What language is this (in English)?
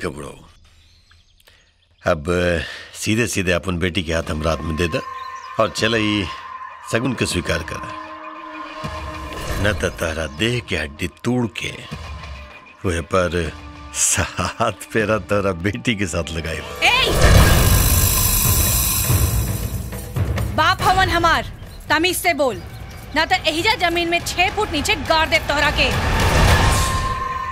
Bhojpuri